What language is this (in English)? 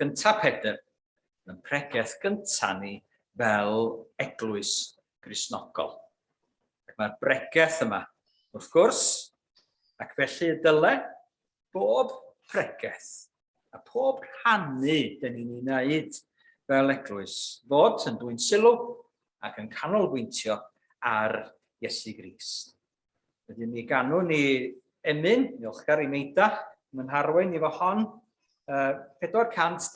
Welsh